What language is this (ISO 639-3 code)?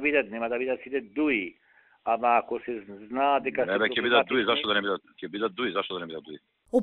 mkd